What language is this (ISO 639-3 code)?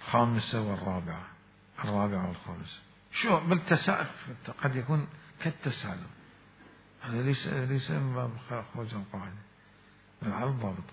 acm